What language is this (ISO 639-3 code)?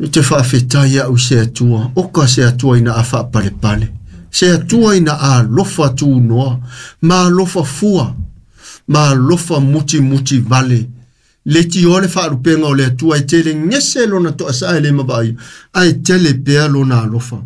smo